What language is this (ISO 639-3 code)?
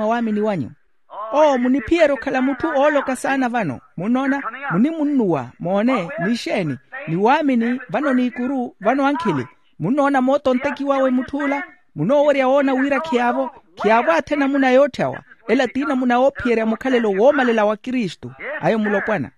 vmw